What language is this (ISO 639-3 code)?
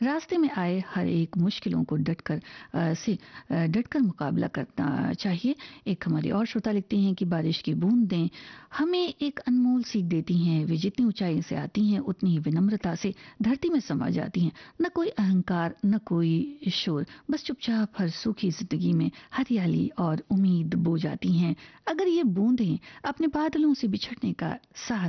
hin